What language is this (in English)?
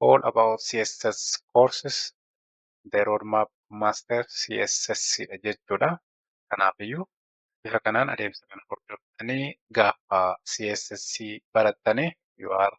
Oromo